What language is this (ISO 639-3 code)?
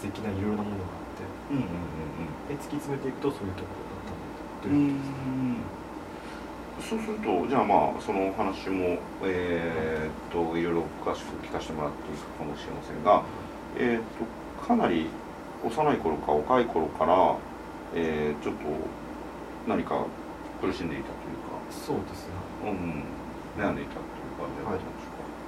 jpn